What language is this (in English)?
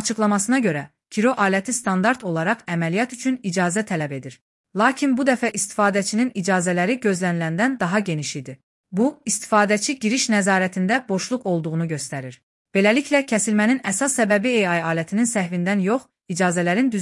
Azerbaijani